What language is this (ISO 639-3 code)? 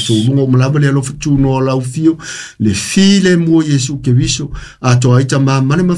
smo